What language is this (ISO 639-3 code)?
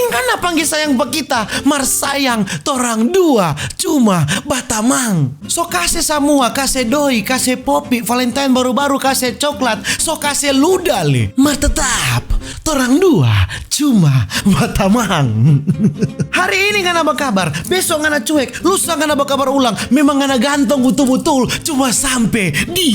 xmm